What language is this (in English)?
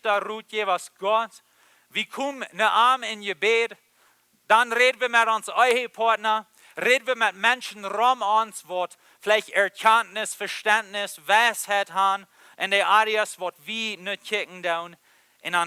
Plautdietsch